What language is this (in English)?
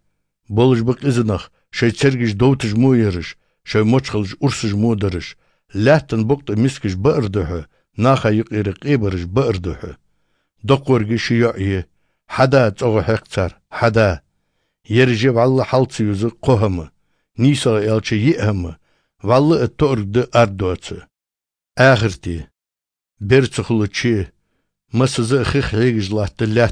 Chechen